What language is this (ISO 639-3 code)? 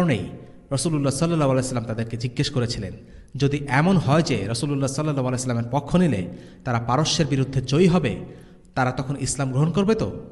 ben